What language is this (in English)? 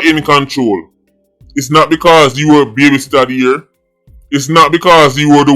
Jamaican Creole English